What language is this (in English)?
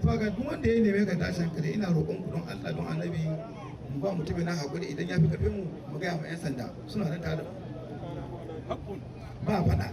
Hausa